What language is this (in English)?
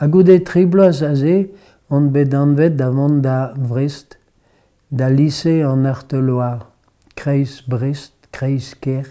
Breton